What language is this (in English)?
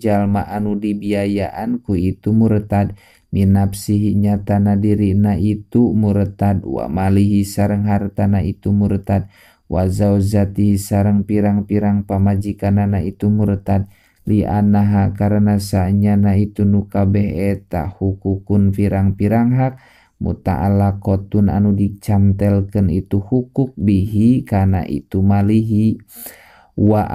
Sundanese